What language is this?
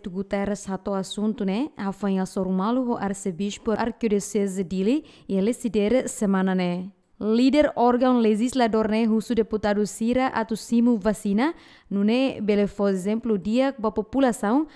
Tetum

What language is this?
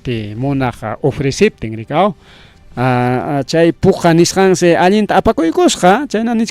Ayacucho Quechua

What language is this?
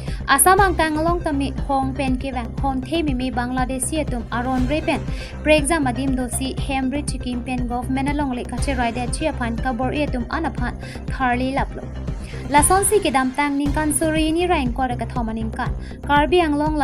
Karbi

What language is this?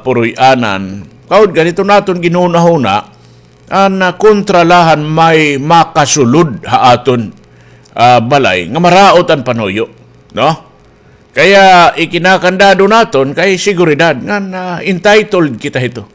Waray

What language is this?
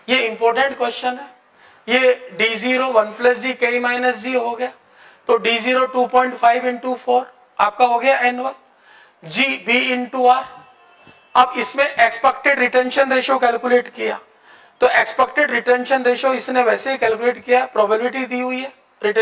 Hindi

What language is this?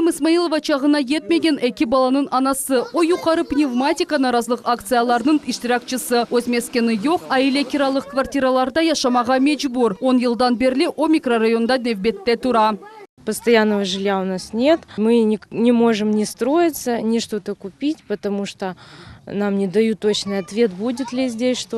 Crimean Tatar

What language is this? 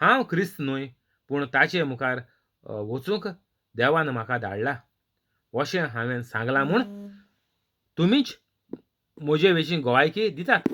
Konkani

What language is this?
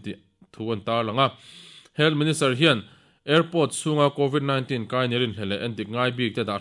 Mizo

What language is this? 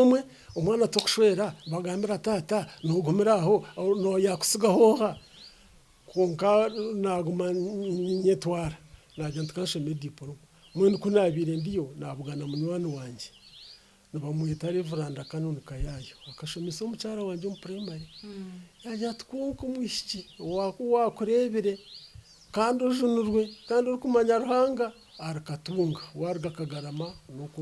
Nyankole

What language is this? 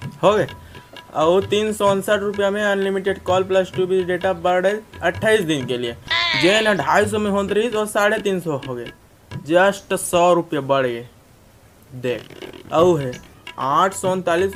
Chhattisgarhi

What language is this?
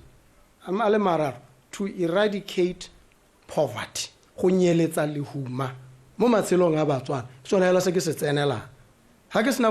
Tswana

